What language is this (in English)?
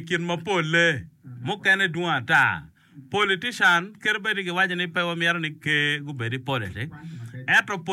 Acoli